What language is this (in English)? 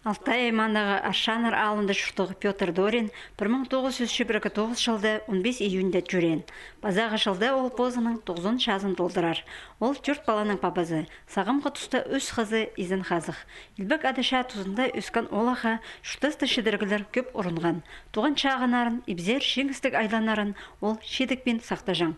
Khakas